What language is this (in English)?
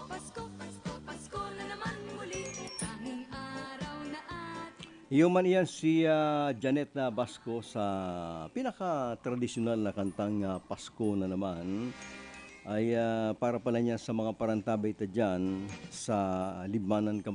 Bikol